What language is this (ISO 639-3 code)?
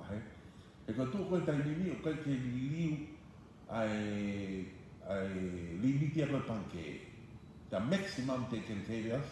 ton